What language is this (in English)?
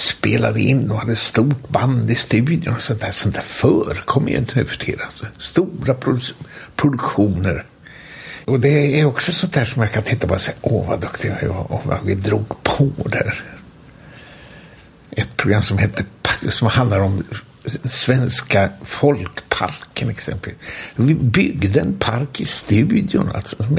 Swedish